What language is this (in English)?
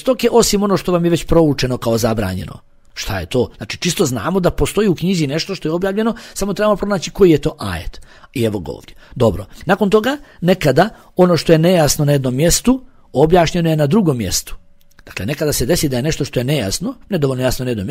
Bosnian